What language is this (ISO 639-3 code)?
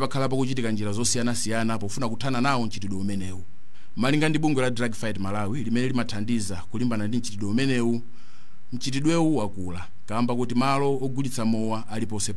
nya